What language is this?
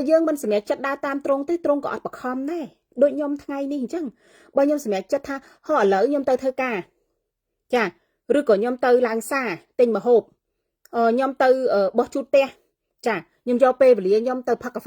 Khmer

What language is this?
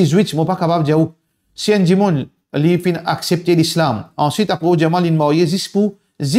Morisyen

